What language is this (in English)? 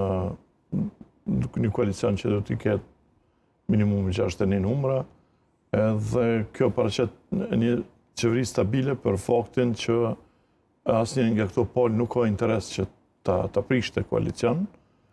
Albanian